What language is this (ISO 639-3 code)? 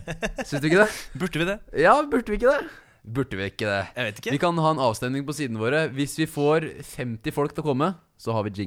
nor